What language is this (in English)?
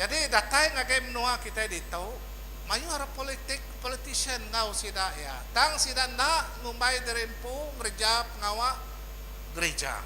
Iban